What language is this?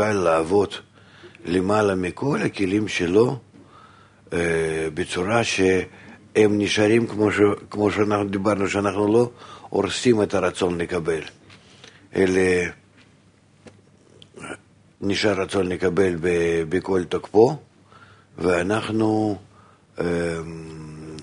Hebrew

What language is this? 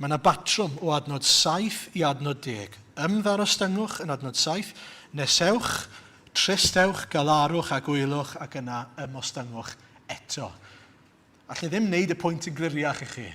Welsh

